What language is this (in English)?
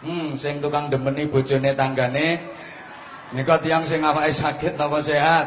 Javanese